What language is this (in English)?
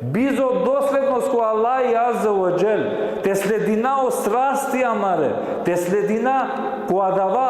Balkan Romani